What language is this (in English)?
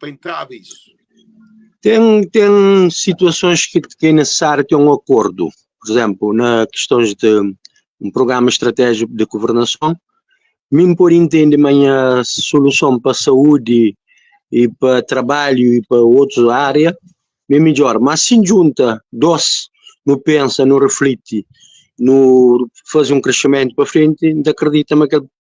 Kabuverdianu